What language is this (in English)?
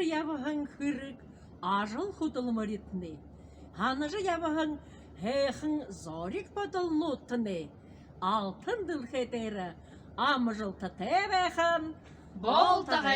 Buriat